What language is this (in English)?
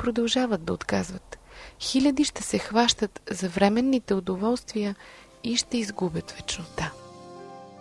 Bulgarian